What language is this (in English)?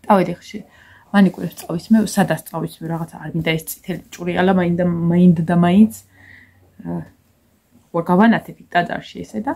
Georgian